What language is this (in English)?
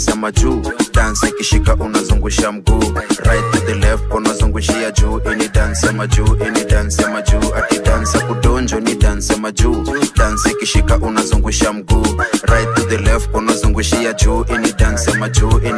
Swahili